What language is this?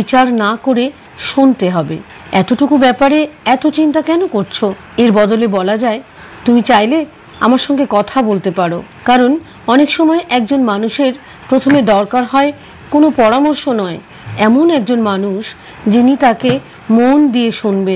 Bangla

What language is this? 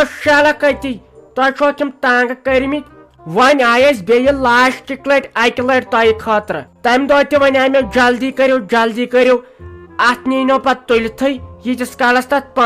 Kashmiri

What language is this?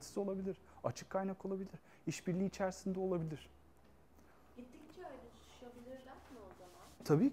Turkish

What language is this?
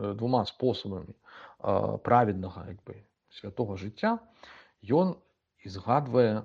Belarusian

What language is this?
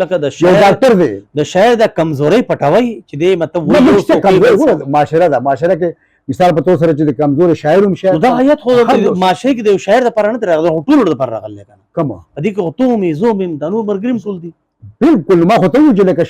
Pashto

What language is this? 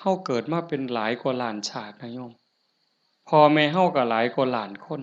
Northeastern Thai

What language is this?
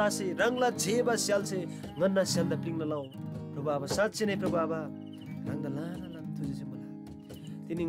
Eastern Tamang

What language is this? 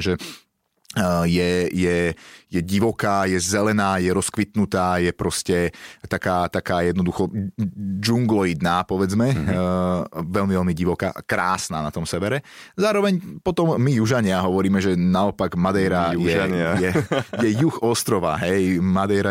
Slovak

